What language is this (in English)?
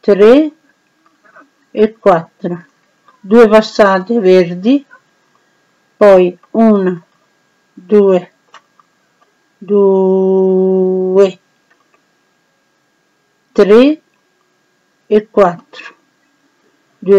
Italian